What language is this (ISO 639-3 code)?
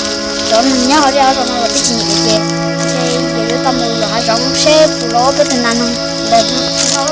hmn